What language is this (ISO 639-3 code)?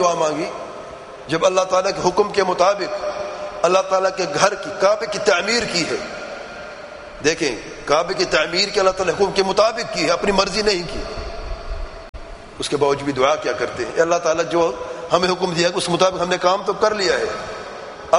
urd